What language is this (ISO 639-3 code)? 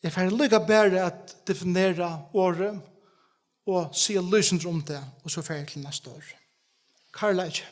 fao